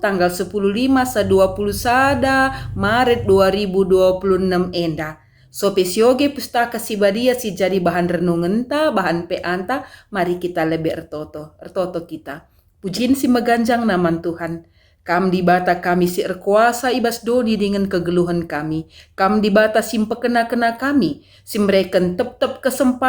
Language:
Batak Karo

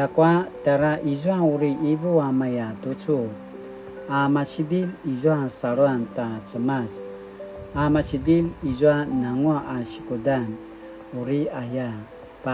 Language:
Paiwan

